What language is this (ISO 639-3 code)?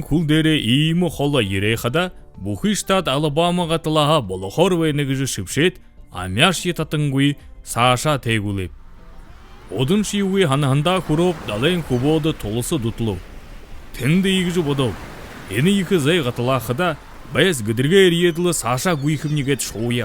bua